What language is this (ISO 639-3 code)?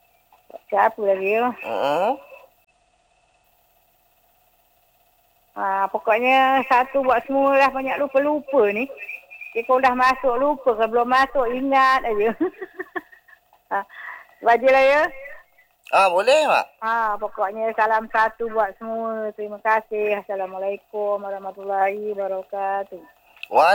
msa